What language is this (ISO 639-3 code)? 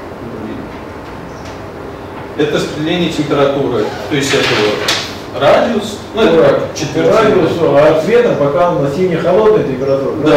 rus